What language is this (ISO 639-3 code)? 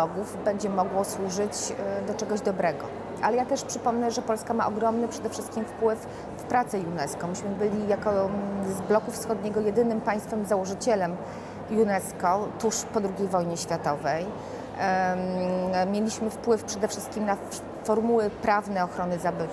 pol